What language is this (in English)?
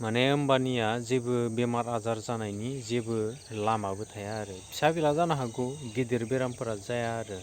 Bodo